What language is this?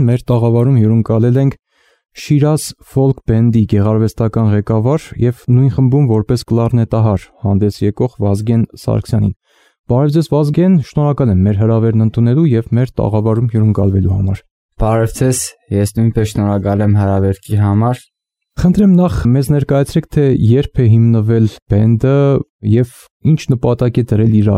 Armenian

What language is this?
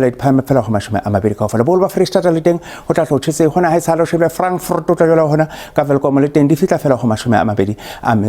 Southern Sotho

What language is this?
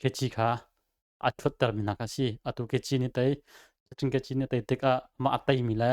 Hakha Chin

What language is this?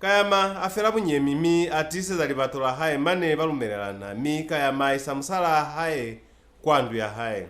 Lozi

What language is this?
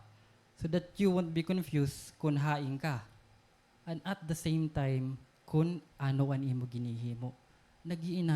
Waray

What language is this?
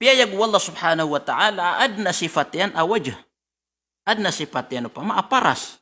Maranao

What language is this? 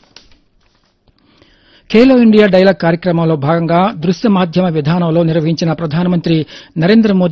Telugu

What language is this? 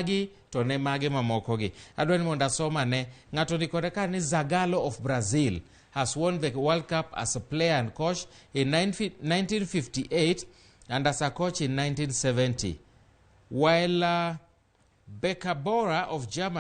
Luo (Kenya and Tanzania)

